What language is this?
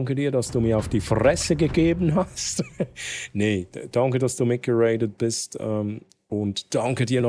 Swiss German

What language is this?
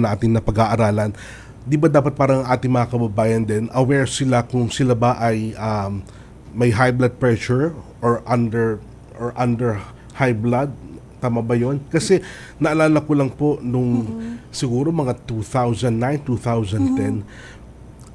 Filipino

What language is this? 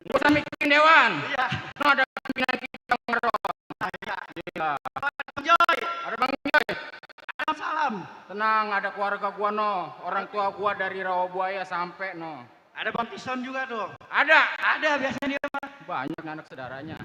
Betawi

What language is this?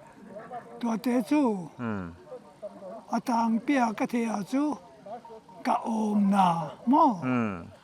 Paite Chin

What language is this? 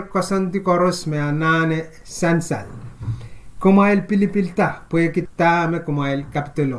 Pohnpeian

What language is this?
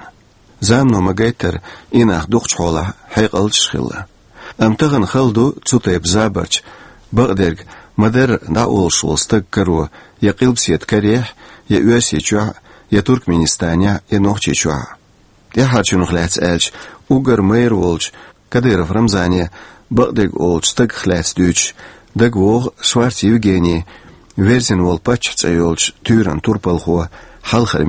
Chechen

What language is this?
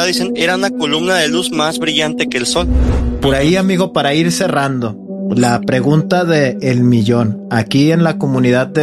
Spanish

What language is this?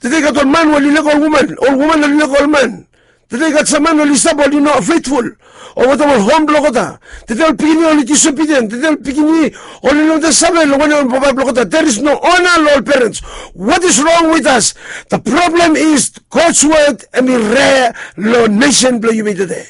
Bislama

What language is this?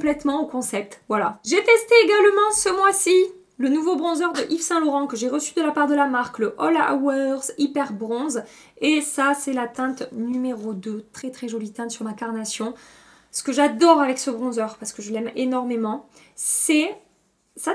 French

